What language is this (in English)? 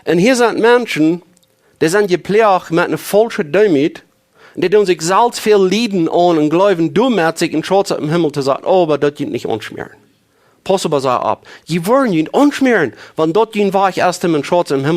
Plautdietsch